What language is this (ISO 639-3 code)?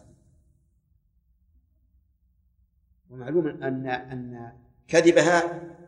ara